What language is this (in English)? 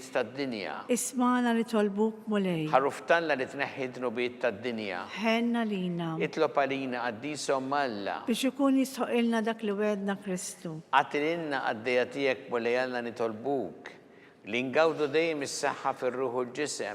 Maltese